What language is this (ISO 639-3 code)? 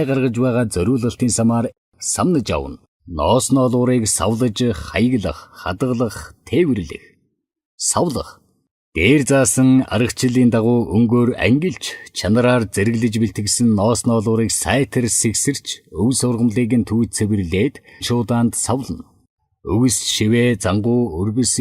mon